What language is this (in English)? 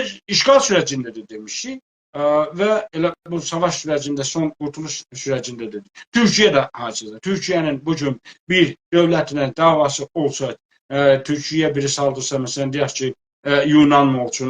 South Azerbaijani